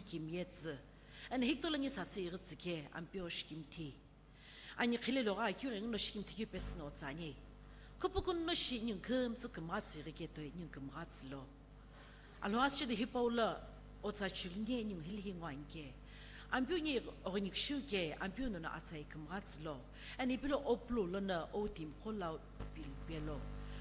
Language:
Sumi Naga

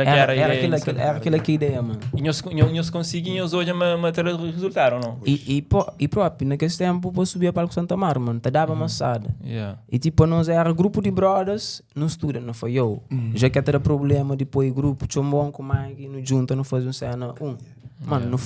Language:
Kabuverdianu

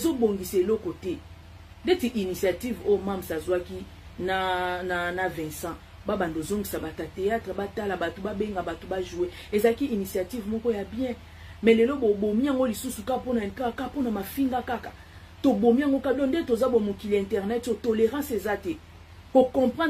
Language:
Lingala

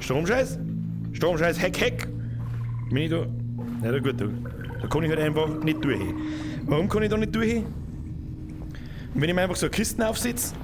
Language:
Bavarian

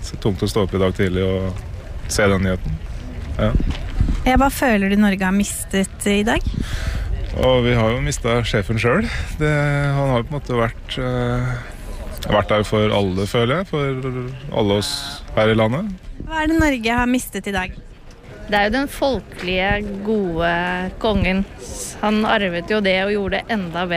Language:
Norwegian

